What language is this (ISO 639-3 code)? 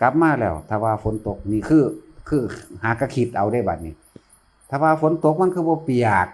tts